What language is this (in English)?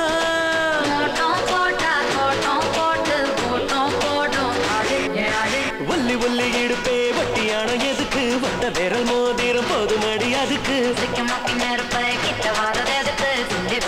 Tamil